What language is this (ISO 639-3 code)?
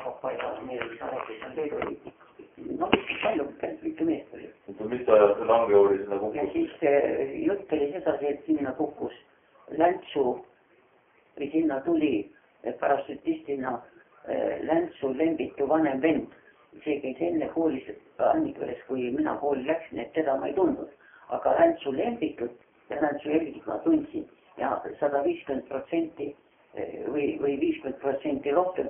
est